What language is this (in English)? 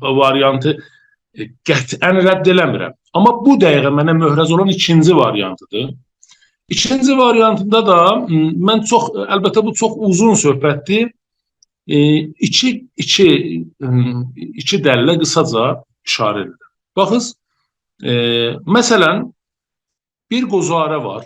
South Azerbaijani